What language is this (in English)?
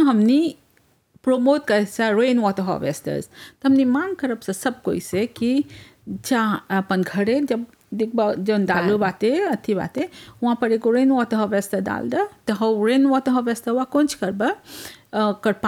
Bhojpuri